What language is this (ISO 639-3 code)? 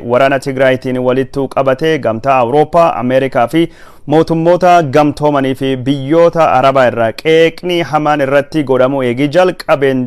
orm